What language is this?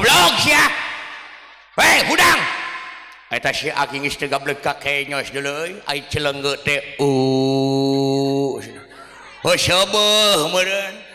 Sundanese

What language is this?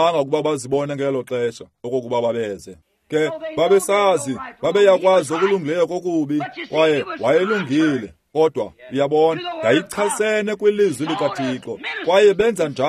Xhosa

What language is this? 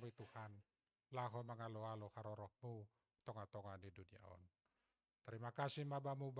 Batak Simalungun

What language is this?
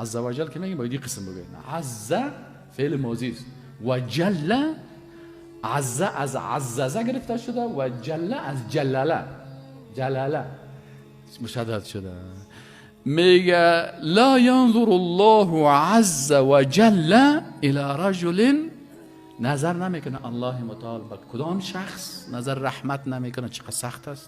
Persian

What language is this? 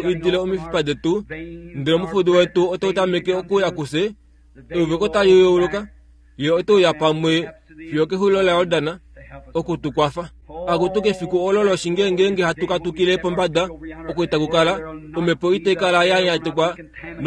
Kuanyama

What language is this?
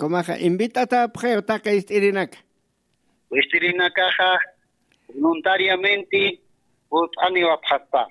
Aymara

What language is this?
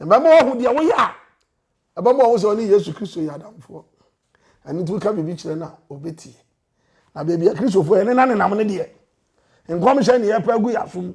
Akan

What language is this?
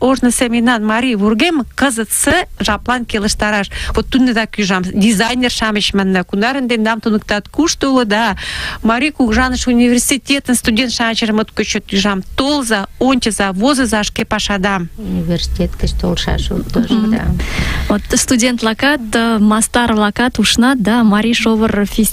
Mari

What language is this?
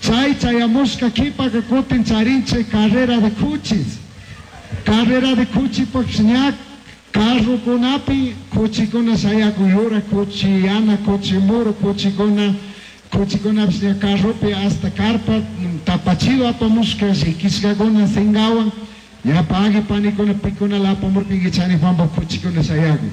Chimborazo Highland Quichua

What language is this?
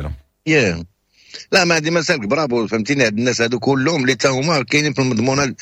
Moroccan Arabic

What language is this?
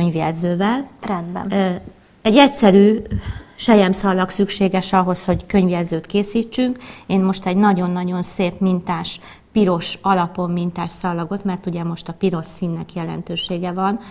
Hungarian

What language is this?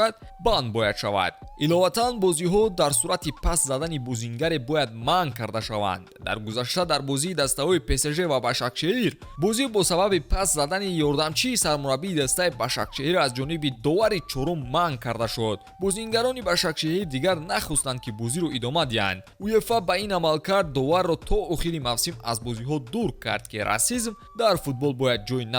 Tajik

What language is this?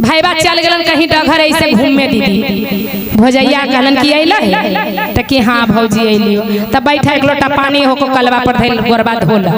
Magahi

